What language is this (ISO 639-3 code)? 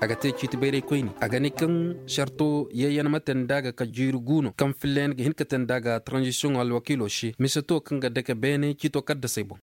ses